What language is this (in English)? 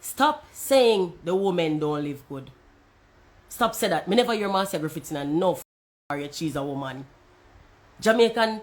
Jamaican Creole English